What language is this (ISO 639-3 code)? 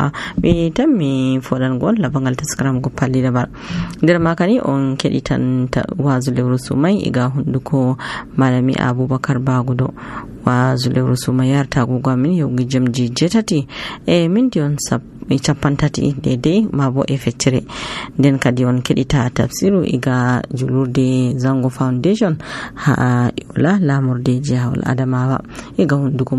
fuv